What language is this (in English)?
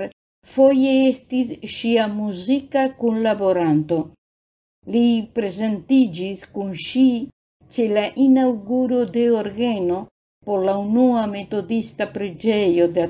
Esperanto